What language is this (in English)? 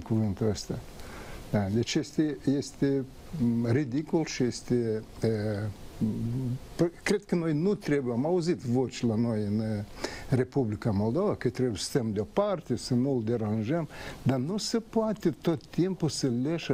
Romanian